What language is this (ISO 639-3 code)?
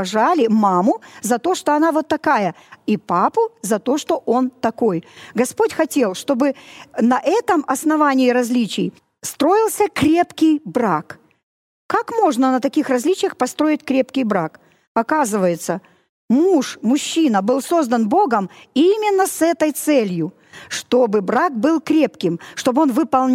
rus